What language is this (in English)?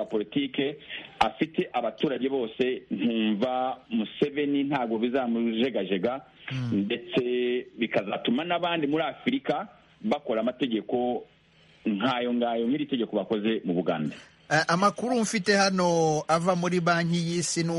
Kinyarwanda